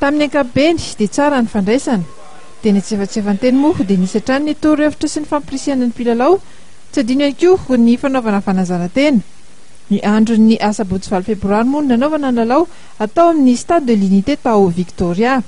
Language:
Malagasy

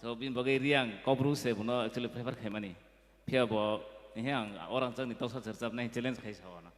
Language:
Kok Borok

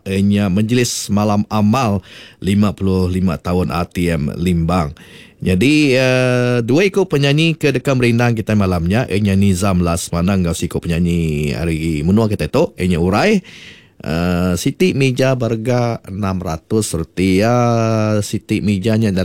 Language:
Iban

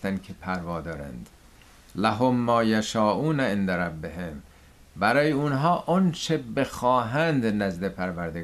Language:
Persian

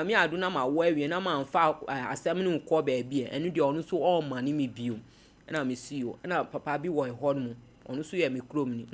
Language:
Akan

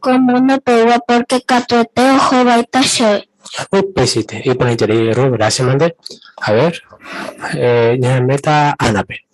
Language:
Guarani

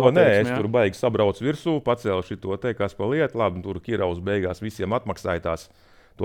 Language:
Latvian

